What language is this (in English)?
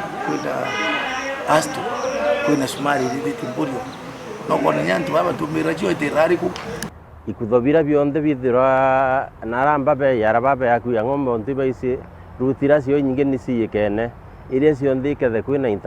Meru